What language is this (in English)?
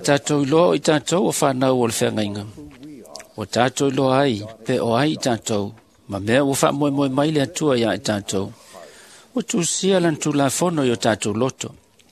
Samoan